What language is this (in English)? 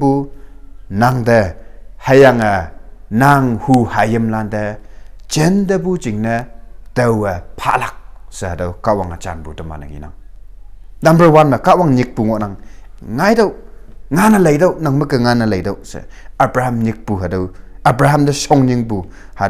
Konyak Naga